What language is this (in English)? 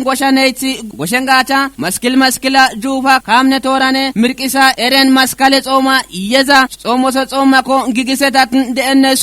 Kafa